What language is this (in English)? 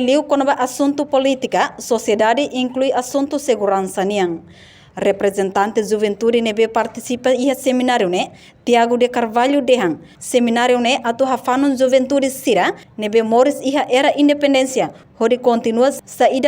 Tetum